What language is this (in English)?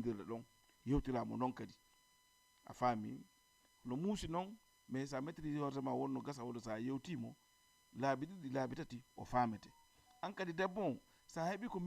Fula